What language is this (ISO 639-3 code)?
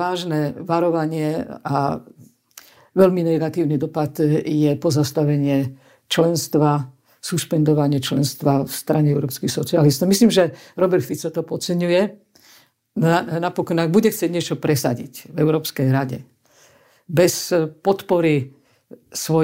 slk